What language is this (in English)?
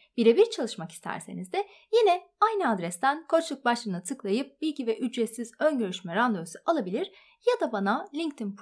Turkish